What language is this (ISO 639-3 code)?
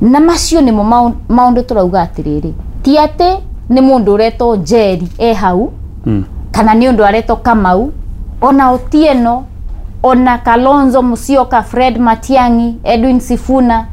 kik